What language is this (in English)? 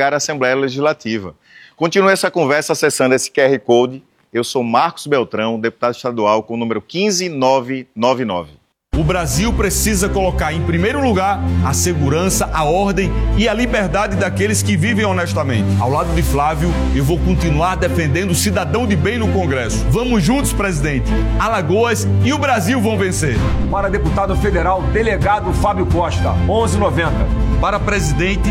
Portuguese